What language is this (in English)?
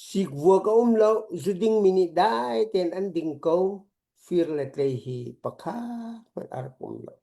Hakha Chin